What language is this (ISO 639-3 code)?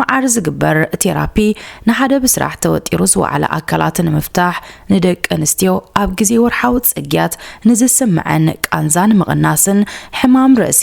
tir